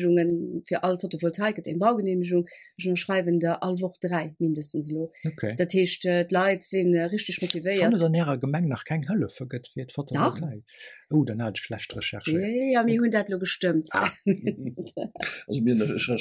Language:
Luxembourgish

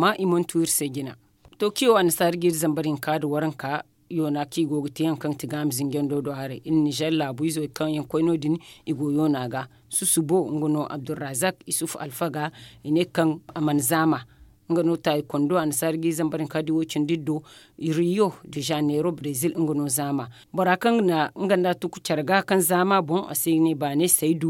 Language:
Zarma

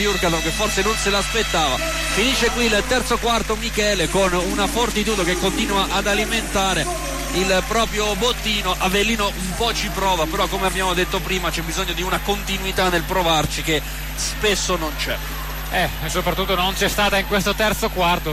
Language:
Italian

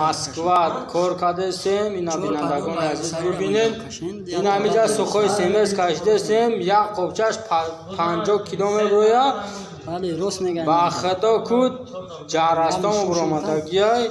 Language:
Tajik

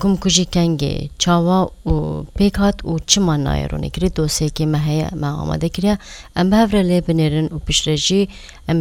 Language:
Kurdish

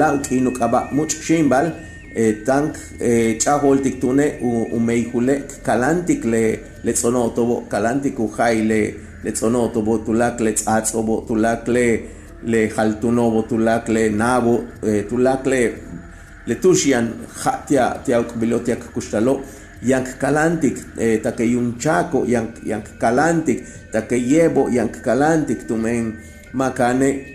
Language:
Yucateco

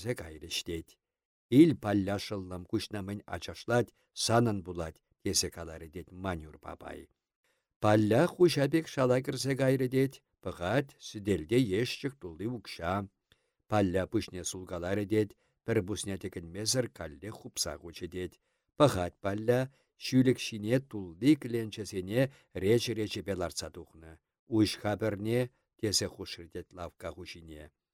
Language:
Chuvash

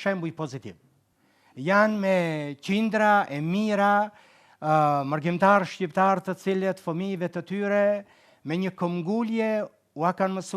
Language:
Albanian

